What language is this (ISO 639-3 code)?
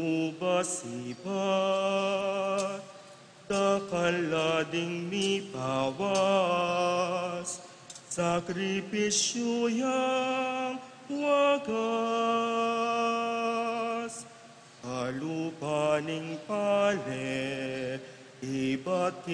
pam